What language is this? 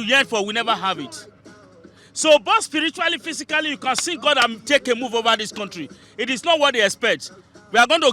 Nigerian Pidgin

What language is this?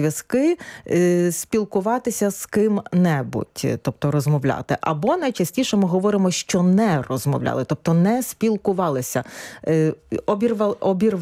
Ukrainian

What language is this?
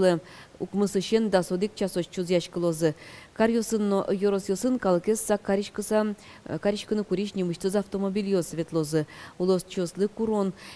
Udmurt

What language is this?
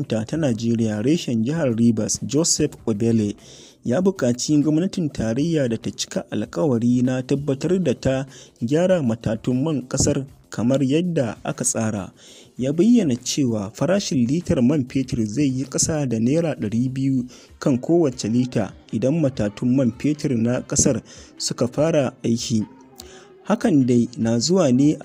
Hausa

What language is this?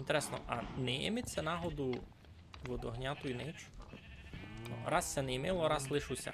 Rusyn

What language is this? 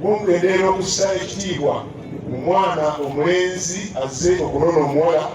Ganda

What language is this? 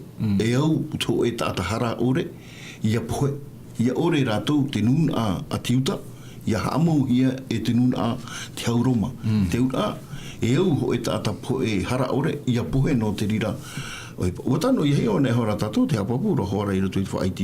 Tahitian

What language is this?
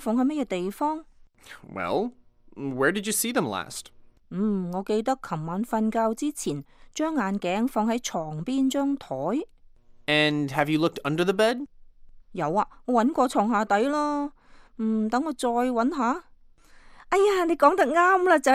Cantonese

